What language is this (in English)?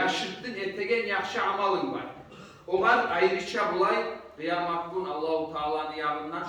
Kumyk